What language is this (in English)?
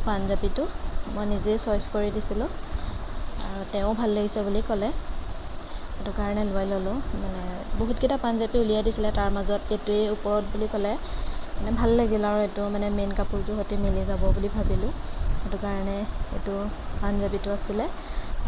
Assamese